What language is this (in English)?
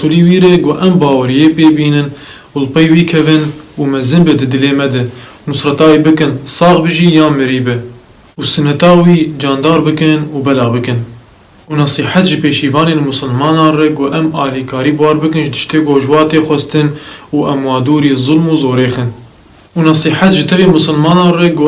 Kurdish